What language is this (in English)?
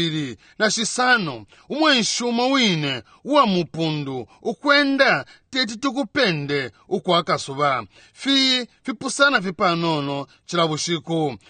Bemba